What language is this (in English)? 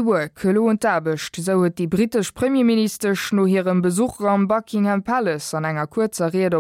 Luxembourgish